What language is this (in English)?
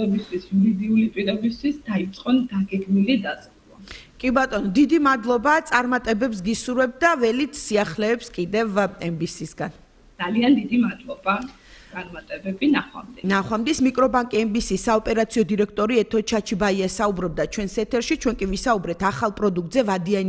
Georgian